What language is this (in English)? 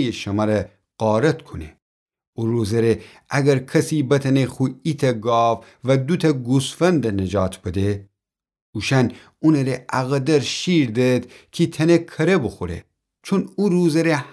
Gilaki